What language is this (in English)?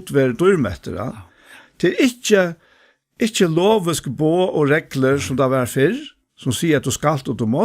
Faroese